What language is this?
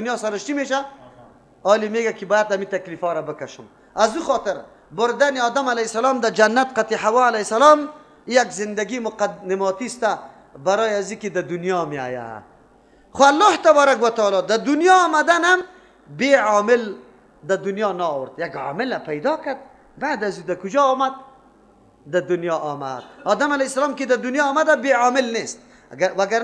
Persian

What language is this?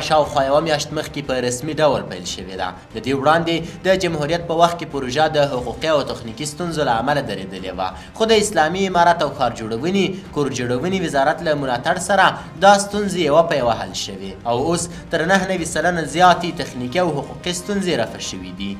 Pashto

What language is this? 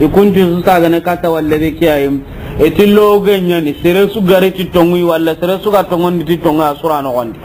Soninke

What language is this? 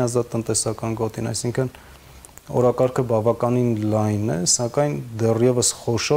Armenian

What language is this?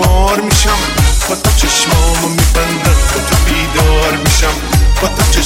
Persian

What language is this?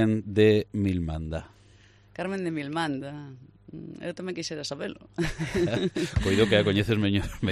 Galician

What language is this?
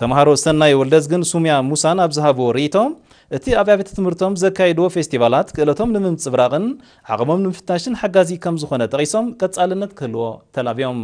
Tigrinya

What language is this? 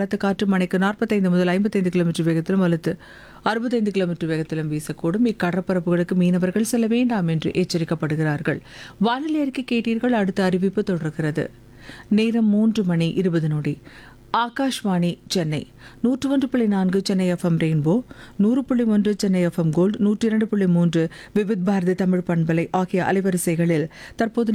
Tamil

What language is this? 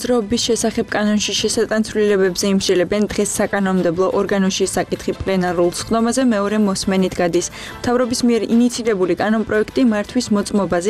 Georgian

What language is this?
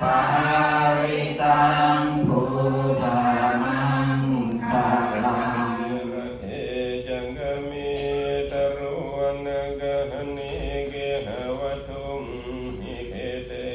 Pali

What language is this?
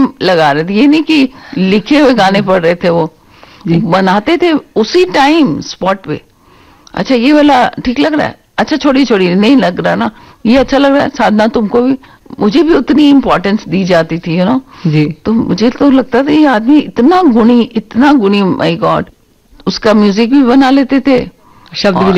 Hindi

